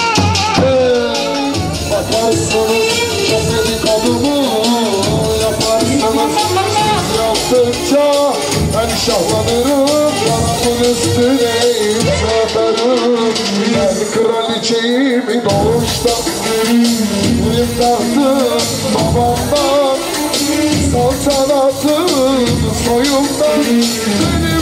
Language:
Turkish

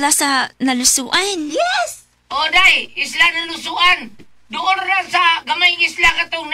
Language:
Cebuano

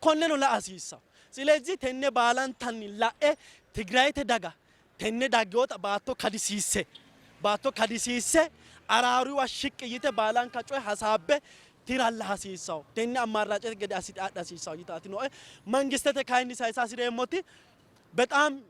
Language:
Sidamo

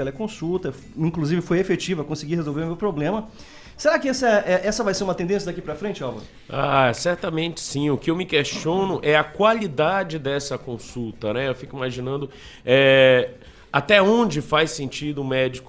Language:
Portuguese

